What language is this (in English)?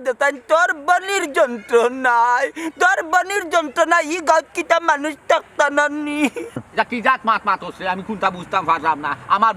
Sylheti